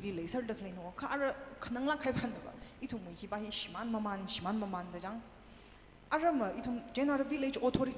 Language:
Tangkhul Naga (India)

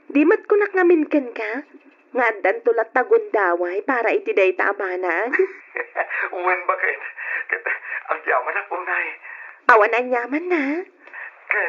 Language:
Iloko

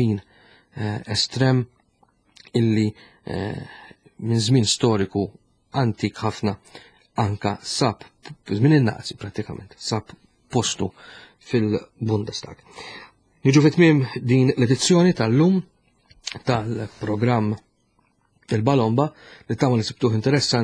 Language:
Maltese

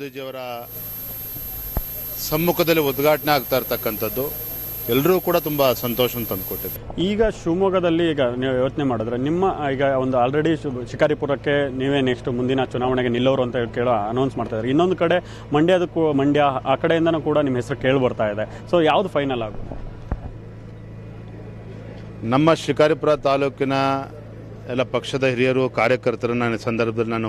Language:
Kannada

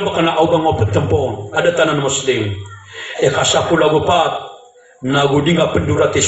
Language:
Maranao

